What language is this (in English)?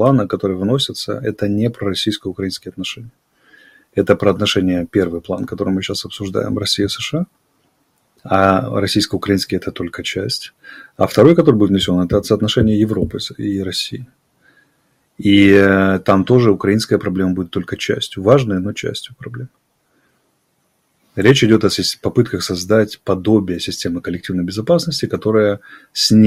Russian